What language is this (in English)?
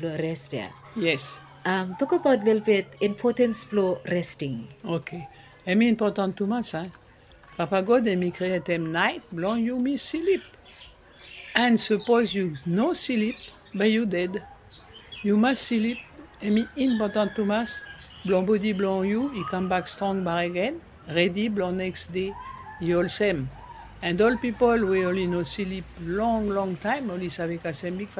Bislama